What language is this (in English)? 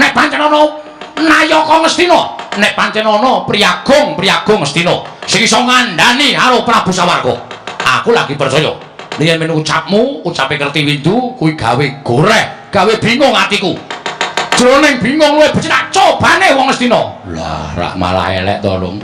Javanese